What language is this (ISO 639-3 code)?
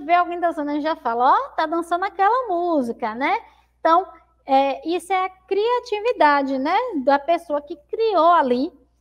por